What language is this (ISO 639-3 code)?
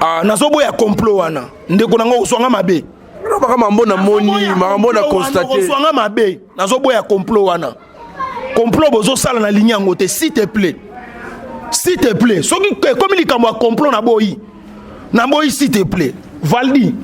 lin